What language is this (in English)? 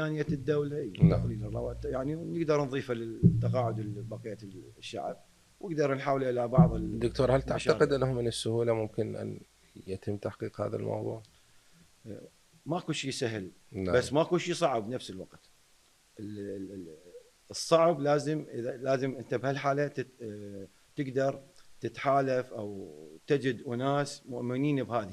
Mesopotamian Arabic